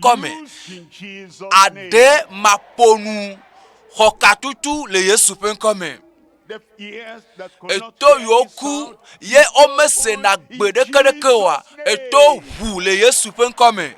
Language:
Ewe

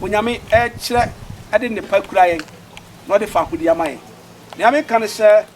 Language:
Akan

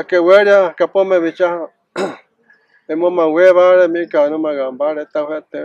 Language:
Mayo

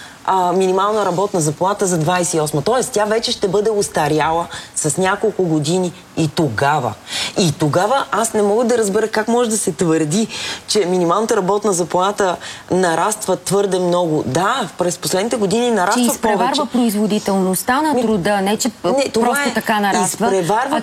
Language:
Bulgarian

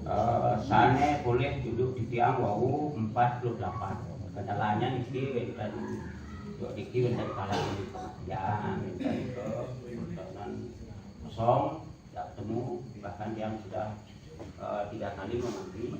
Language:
Balinese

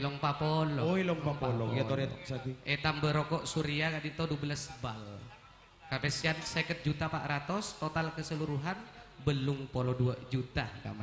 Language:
Madurese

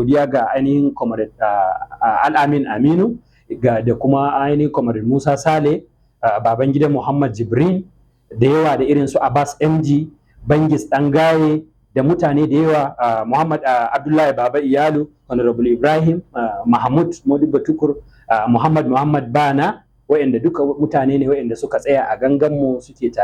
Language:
Hausa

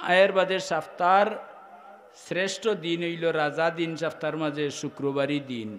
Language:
Sylheti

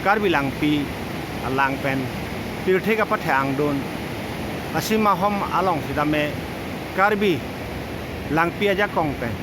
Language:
Karbi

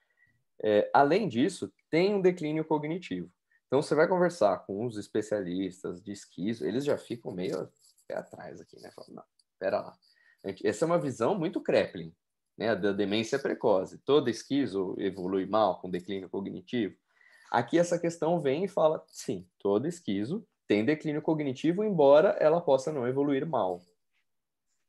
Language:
Portuguese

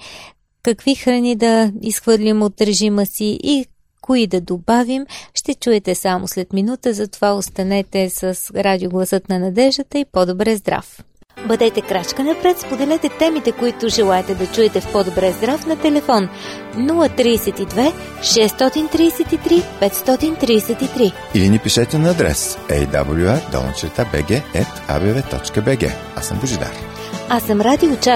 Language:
Bulgarian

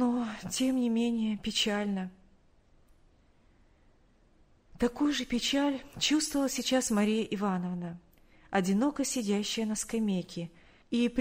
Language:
Russian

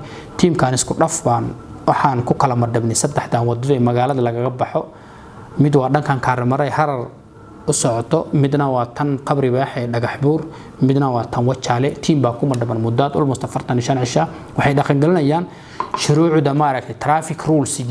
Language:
Somali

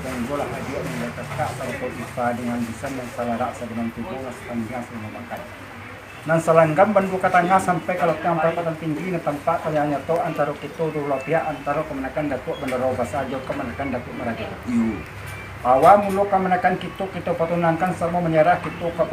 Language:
Minangkabau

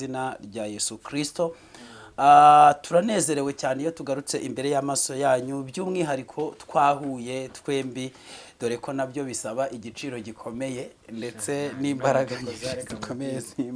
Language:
Kinyarwanda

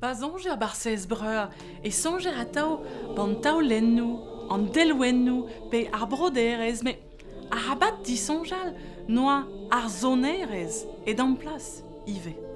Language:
Breton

